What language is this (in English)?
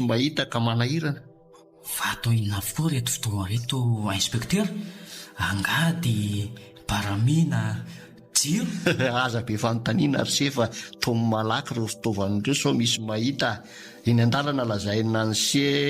Malagasy